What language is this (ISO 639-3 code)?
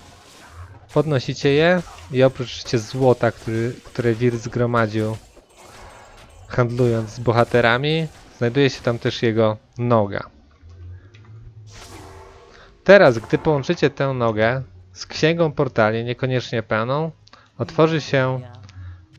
pol